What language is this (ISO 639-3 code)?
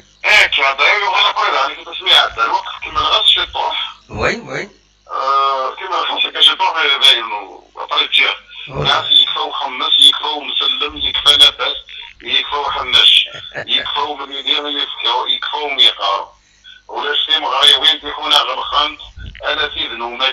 kab